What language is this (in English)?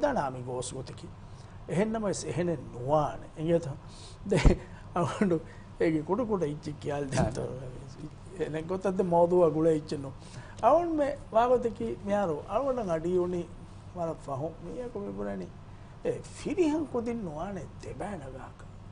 Divehi